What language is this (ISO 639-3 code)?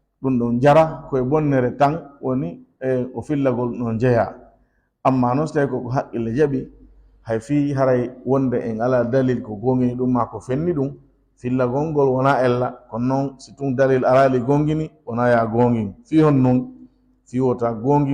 ful